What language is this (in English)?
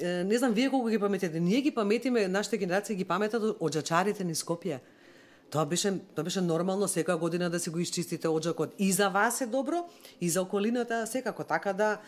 Macedonian